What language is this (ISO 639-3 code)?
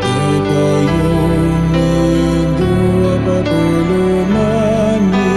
pam